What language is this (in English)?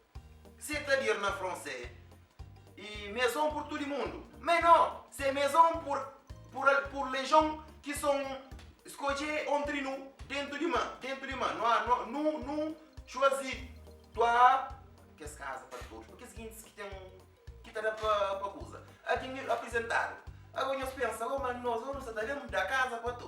Kabuverdianu